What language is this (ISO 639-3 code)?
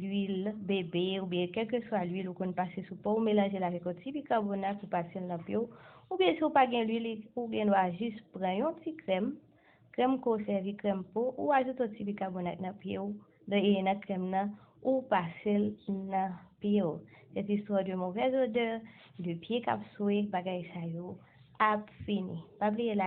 hat